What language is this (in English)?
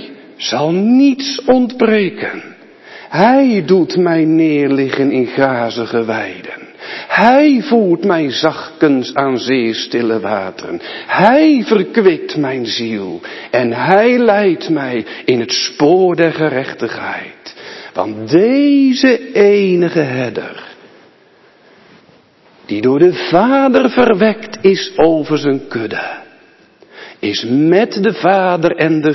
Dutch